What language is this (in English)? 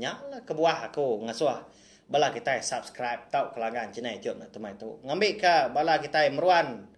Iban